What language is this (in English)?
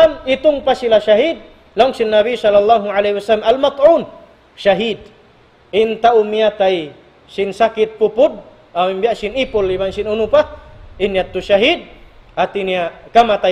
Tausug